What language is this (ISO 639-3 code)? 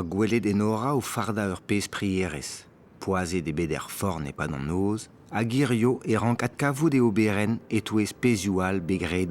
bre